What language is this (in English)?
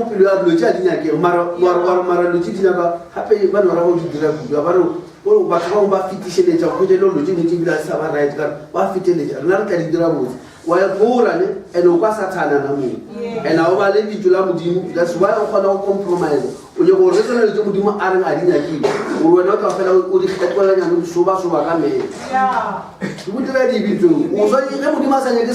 Northern Sotho